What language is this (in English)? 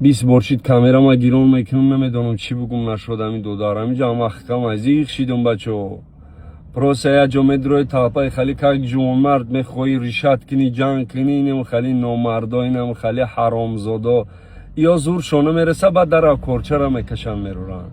Tajik